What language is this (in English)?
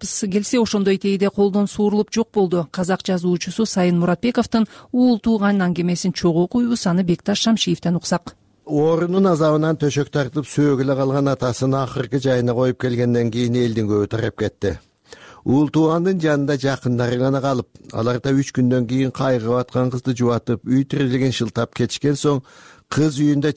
Kyrgyz